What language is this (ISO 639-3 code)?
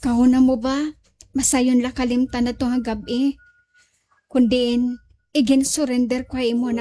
war